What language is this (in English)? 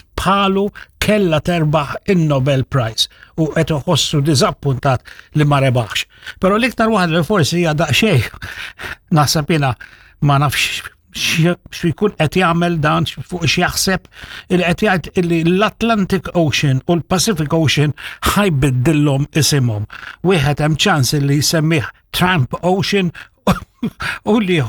Maltese